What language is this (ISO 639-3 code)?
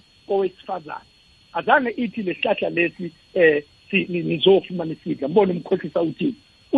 nbl